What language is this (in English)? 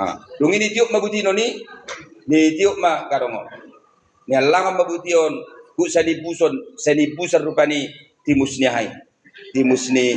Batak Toba